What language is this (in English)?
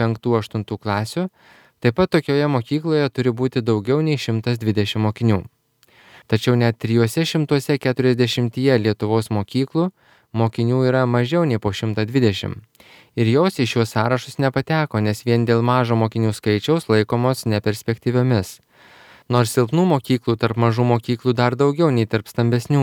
Lithuanian